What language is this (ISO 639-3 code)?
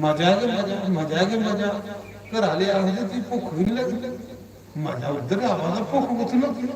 doi